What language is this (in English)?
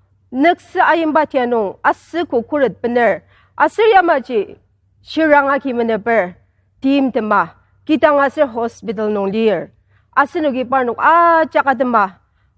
Ao Naga